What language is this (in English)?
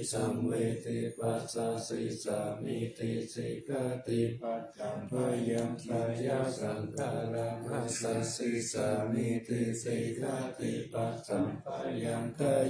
Pali